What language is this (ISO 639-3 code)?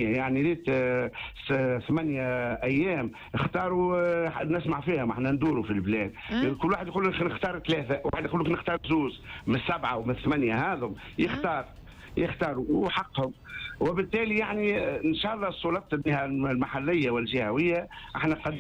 aeb